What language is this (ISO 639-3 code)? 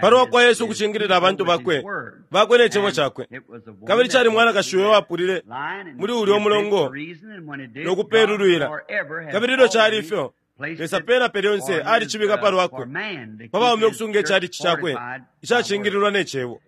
bem